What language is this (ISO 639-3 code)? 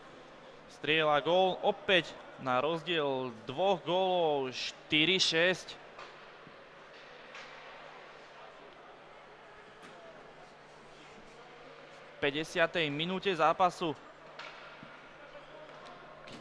slk